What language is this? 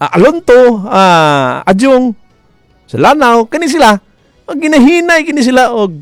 Cebuano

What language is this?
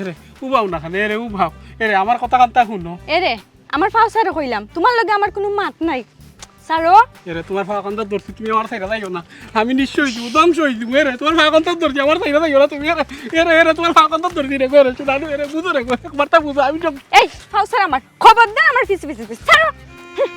Sylheti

